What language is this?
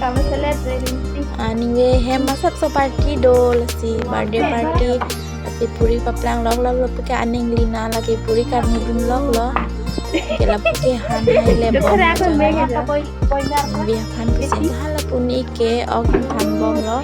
Karbi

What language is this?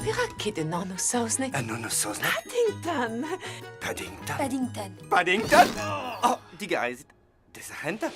Breton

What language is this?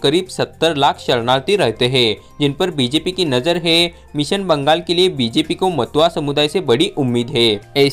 Hindi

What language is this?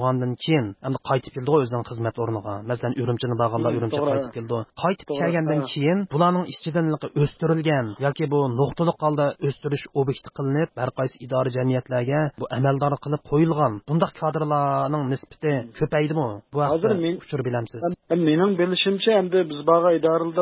Uyghur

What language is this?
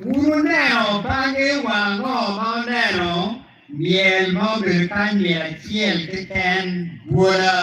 Acoli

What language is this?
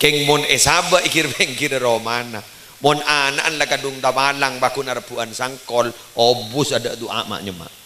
Madurese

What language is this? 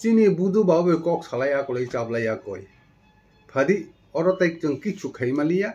Kok Borok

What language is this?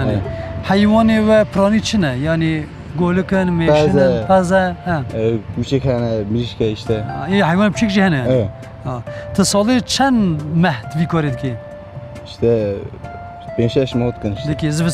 Kurdish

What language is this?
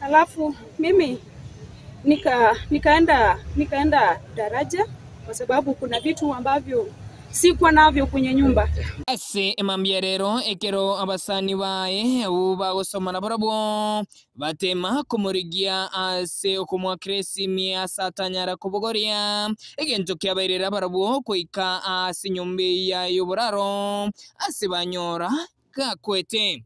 Gusii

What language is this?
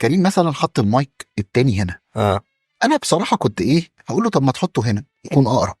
Egyptian Arabic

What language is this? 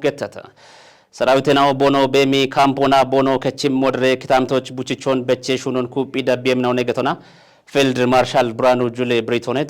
Kafa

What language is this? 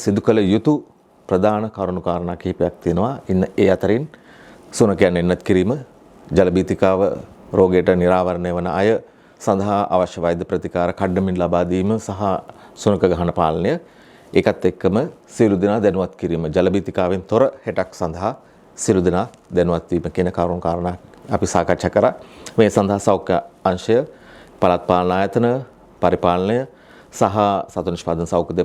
Sinhala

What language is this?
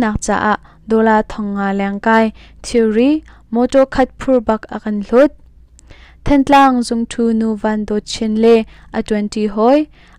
Hakha Chin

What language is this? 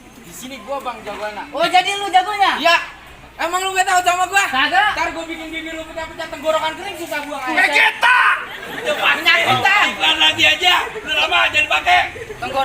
Betawi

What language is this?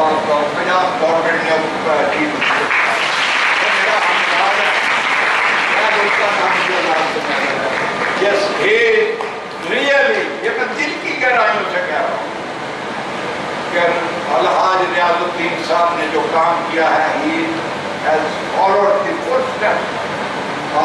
Urdu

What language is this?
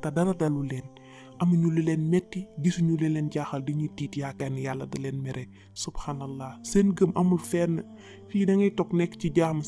Wolof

